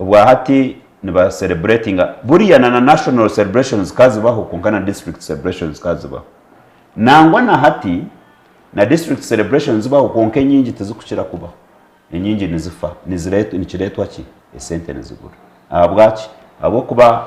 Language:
Nyankole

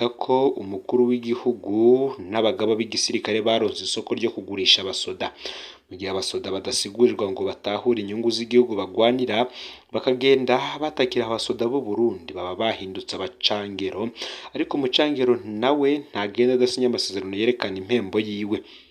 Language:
Rundi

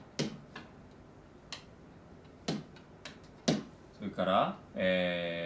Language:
Japanese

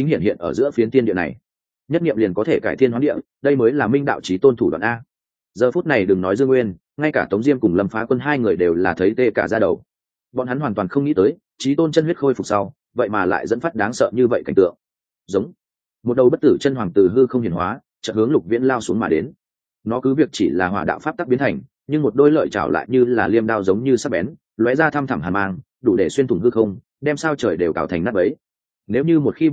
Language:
Vietnamese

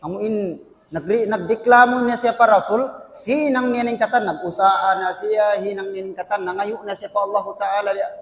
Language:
Tausug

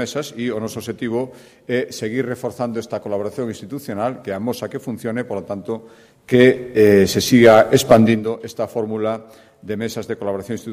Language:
Galician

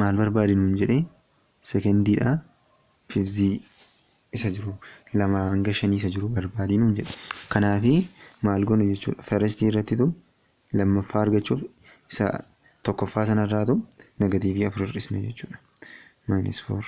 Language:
Oromo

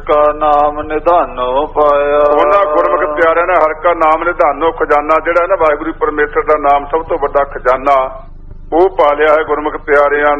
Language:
Punjabi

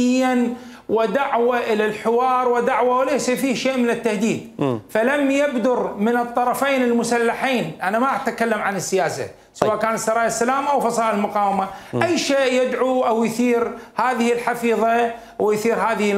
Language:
Mesopotamian Arabic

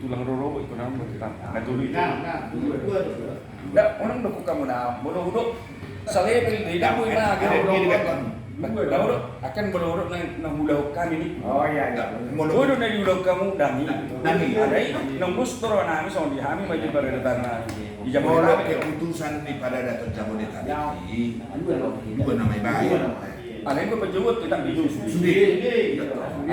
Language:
Batak Toba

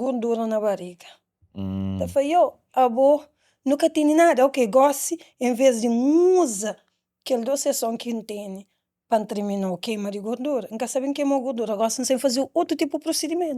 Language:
Kabuverdianu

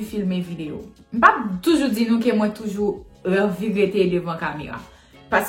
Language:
Haitian Creole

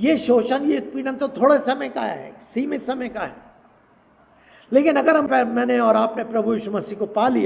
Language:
Hindi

